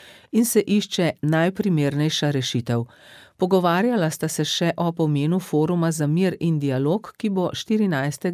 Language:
Slovenian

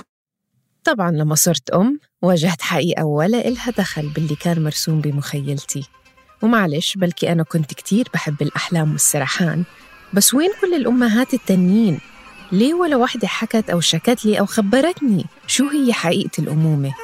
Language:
North Levantine Arabic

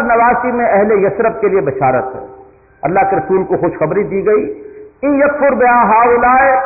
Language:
Urdu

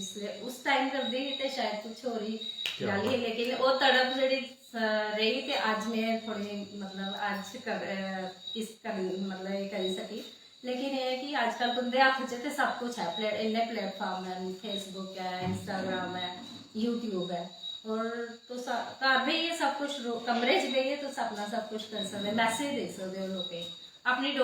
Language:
Dogri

